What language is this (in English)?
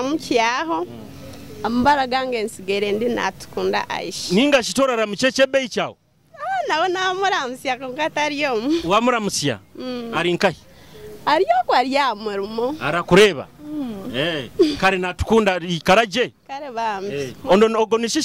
Nyoro